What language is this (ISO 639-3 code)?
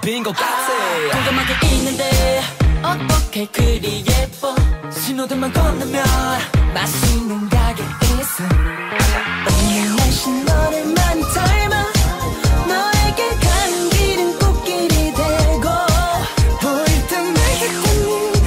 kor